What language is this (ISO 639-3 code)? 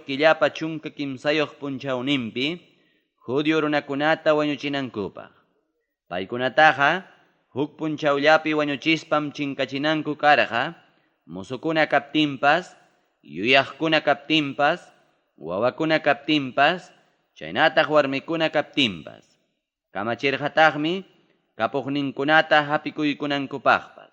quy